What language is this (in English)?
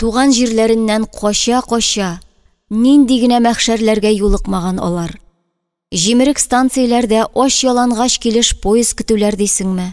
Tatar